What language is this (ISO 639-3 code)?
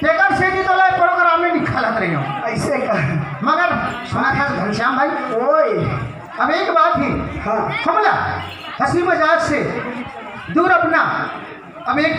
hne